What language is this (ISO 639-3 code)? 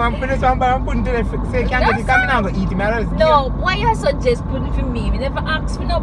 jam